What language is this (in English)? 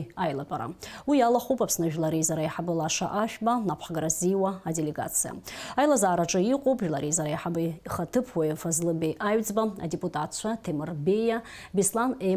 Abkhazian